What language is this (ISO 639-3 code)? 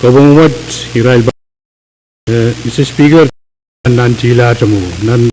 pon